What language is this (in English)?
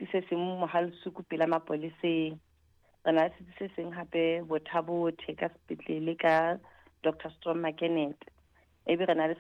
Southern Sotho